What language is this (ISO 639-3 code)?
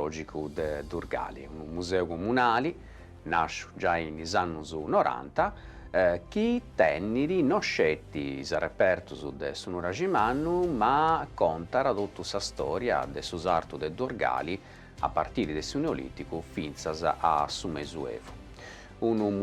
srd